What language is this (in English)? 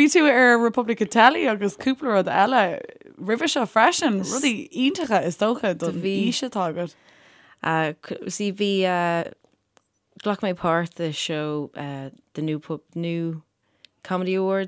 Irish